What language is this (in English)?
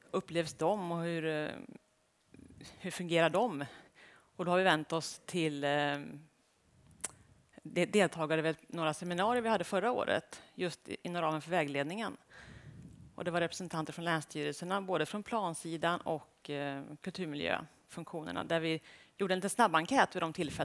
Swedish